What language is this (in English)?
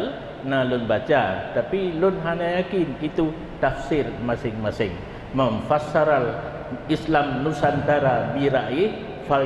Achinese